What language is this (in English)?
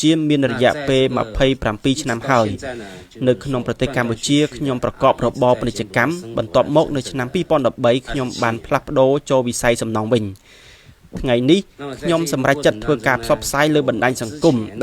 Khmer